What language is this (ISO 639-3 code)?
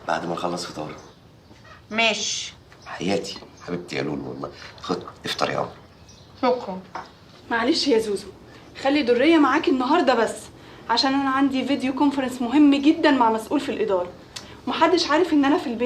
arz